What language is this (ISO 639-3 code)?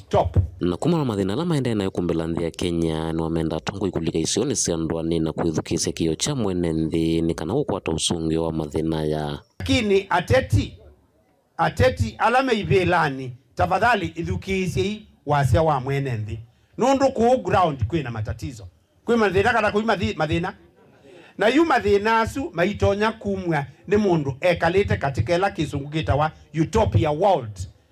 kam